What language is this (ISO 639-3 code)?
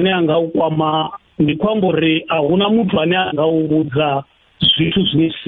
ven